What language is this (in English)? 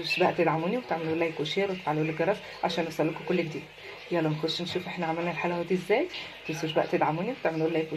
Egyptian Arabic